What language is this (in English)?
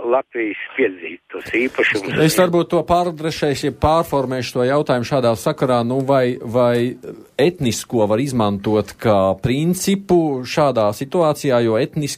Latvian